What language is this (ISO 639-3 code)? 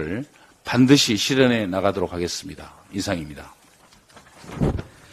kor